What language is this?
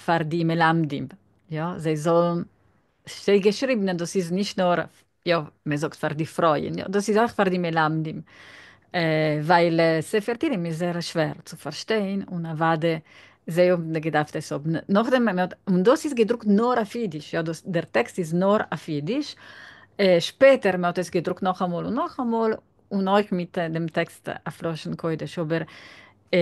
Yiddish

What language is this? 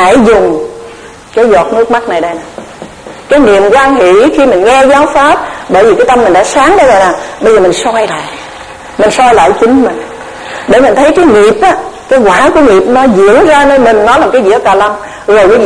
Vietnamese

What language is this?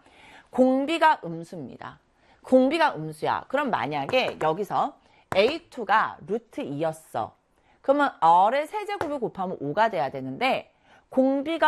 Korean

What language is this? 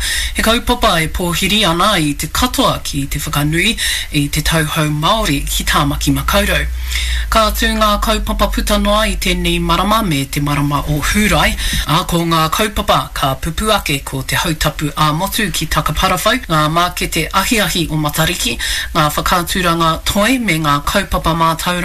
Māori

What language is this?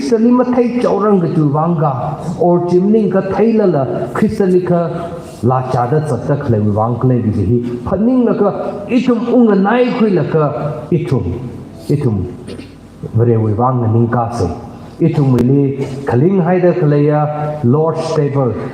Tangkhul Naga (India)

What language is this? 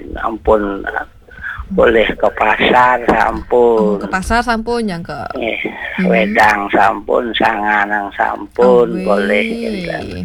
Balinese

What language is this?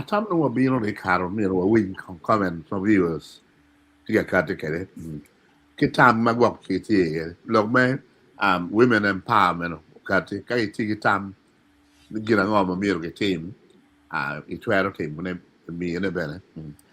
Acoli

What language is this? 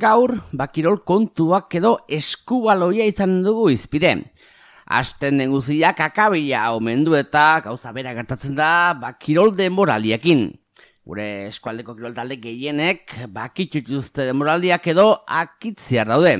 Basque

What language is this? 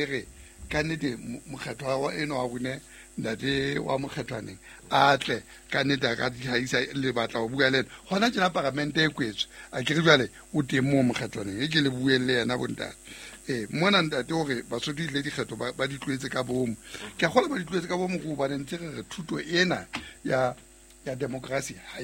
Southern Sotho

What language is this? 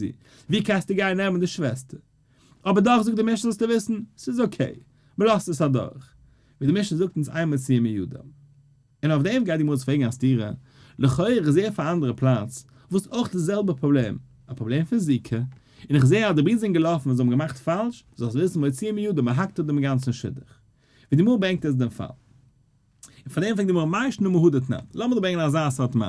Yiddish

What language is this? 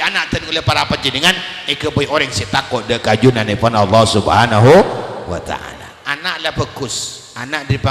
Madurese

